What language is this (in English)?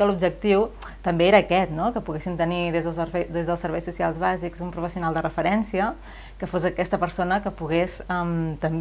Catalan